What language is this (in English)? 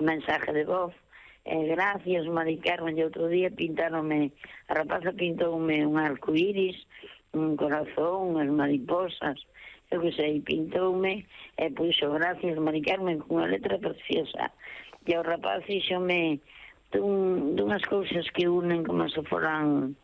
Galician